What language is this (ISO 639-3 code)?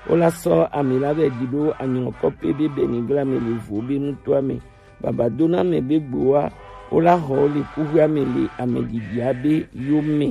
gej